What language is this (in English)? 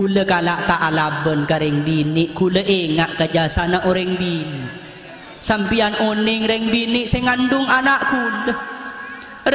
Madurese